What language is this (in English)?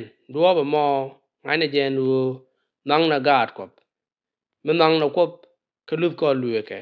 Nuer